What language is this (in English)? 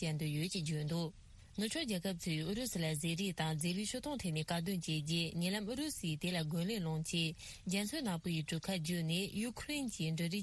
Tibetan